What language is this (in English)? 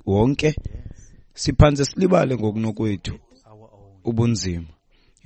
Xhosa